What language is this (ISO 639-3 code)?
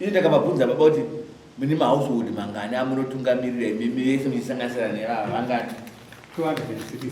sna